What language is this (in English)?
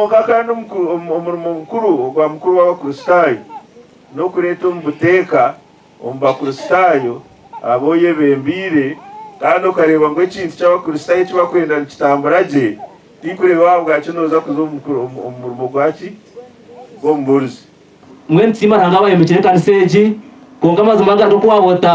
Nyankole